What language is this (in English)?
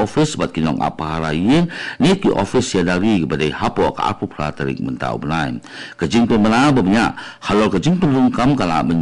Khasi